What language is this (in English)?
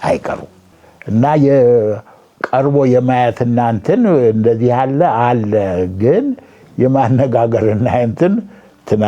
Amharic